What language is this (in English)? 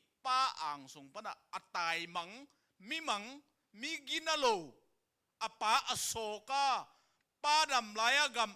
Tedim Chin